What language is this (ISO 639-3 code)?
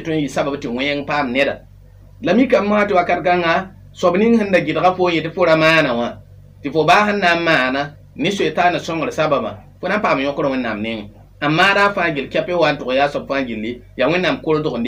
mos